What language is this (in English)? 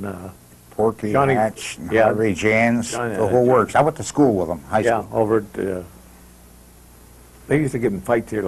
English